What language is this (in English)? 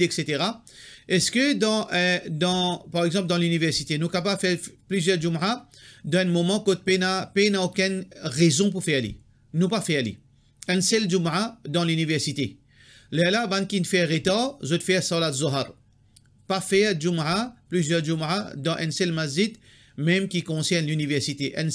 Morisyen